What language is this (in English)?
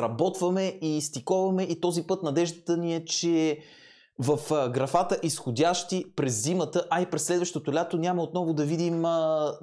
Bulgarian